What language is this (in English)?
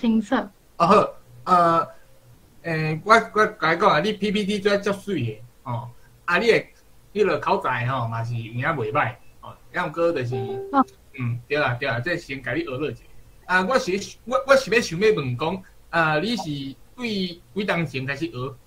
Min Nan Chinese